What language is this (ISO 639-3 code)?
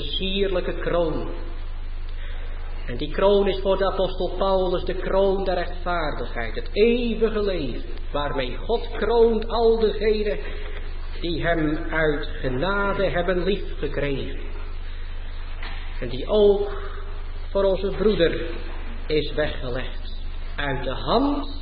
nld